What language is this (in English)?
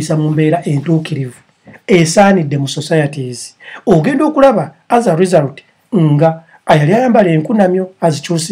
Ganda